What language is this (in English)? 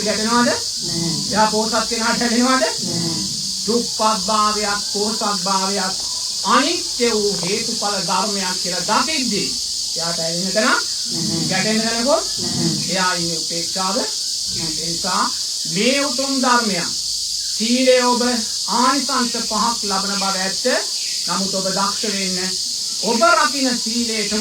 Sinhala